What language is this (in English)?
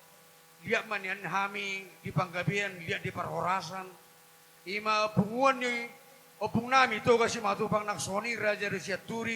Batak Toba